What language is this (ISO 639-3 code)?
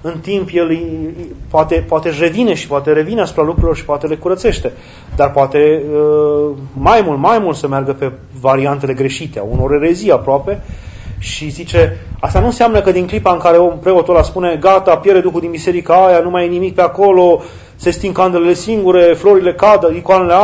ron